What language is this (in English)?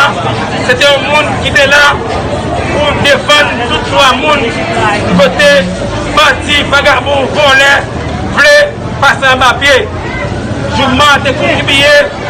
Haitian Creole